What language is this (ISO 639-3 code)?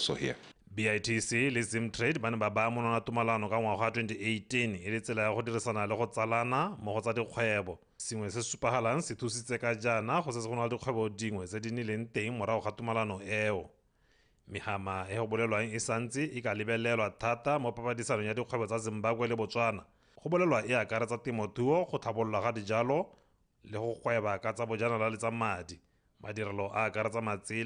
tsn